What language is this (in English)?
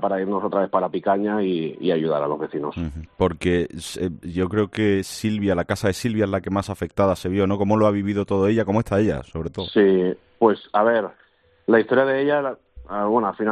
Spanish